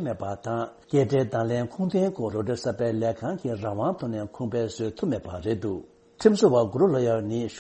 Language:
Tibetan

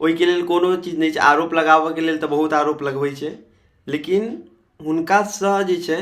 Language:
Maithili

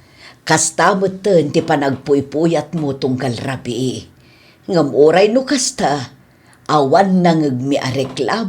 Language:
Iloko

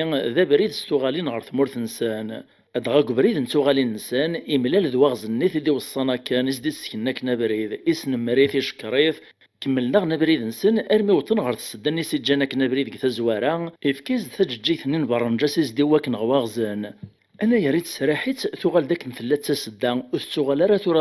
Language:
Kabyle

